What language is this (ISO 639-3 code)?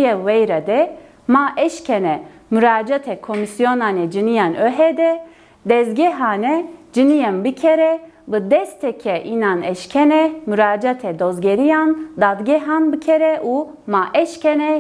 zza